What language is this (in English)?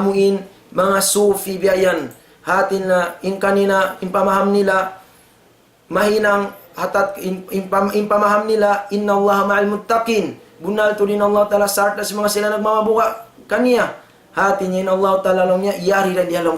Tausug